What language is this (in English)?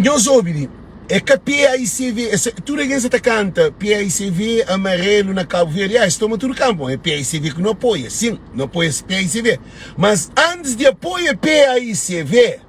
Kabuverdianu